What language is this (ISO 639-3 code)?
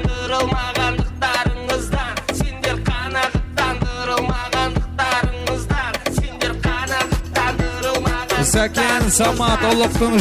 kaa